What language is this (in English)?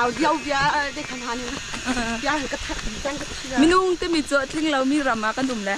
Hakha Chin